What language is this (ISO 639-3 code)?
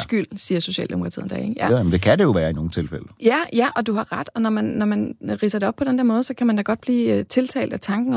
dan